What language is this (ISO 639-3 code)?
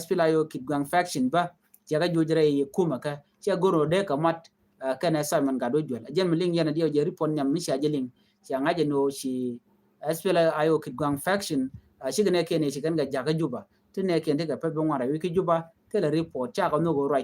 nus